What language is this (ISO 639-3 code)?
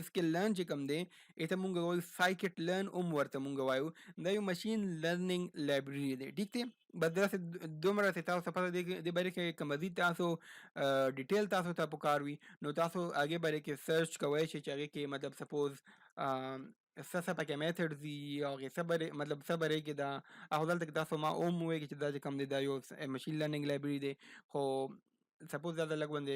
pus